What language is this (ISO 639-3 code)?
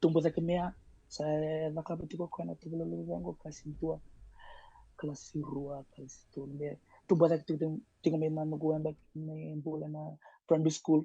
fij